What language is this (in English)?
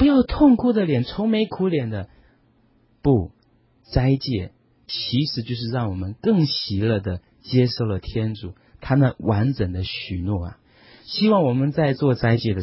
Chinese